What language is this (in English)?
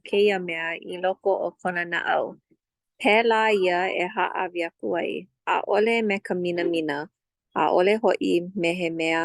Hawaiian